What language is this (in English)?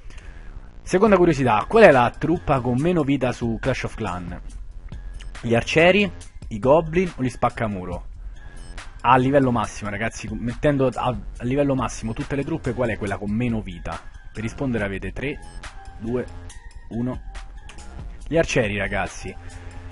Italian